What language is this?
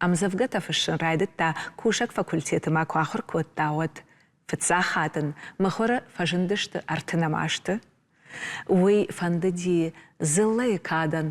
Ossetic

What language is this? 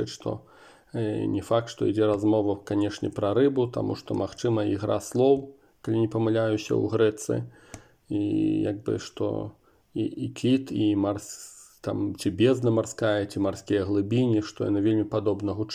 Belarusian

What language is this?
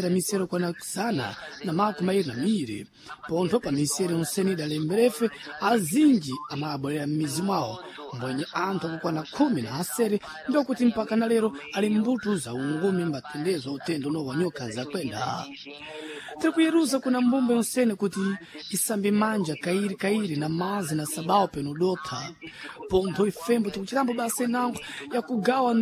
Sena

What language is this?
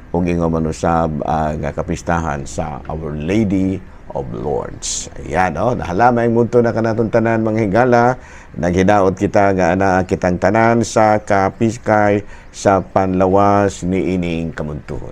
Cebuano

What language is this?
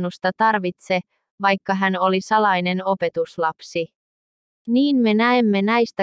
Finnish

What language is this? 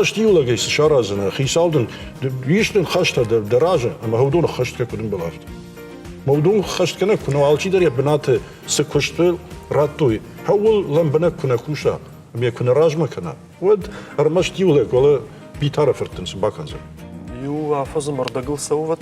Ossetic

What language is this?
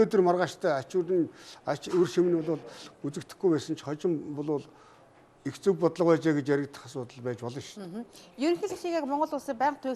Mongolian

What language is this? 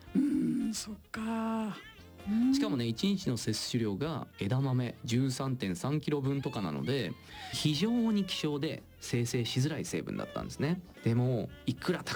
Japanese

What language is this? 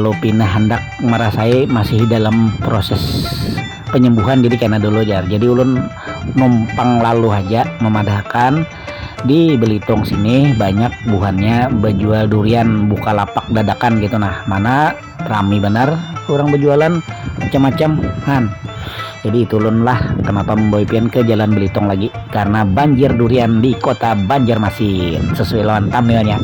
Banjar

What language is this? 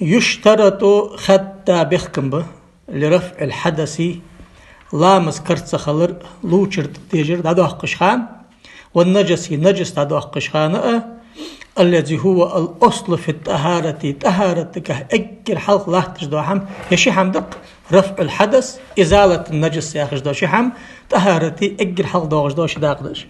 Ingush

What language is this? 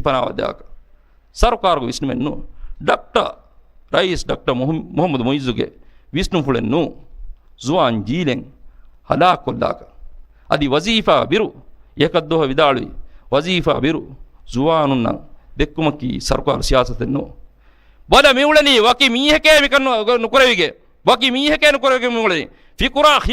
Divehi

